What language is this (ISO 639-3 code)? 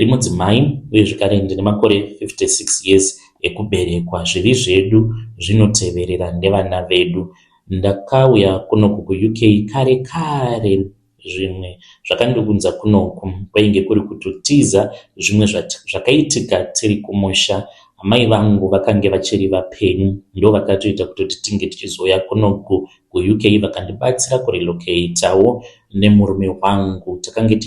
sna